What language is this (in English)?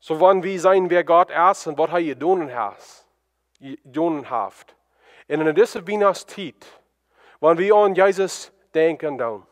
Plautdietsch